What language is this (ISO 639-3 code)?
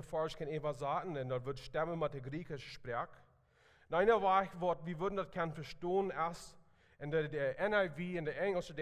pdt